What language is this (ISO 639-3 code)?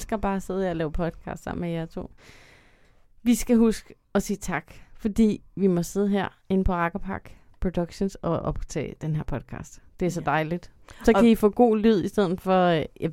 dan